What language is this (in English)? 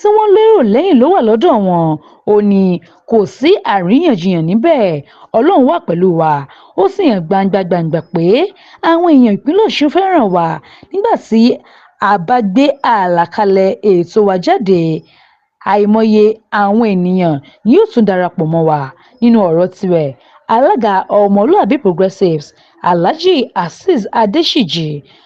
Yoruba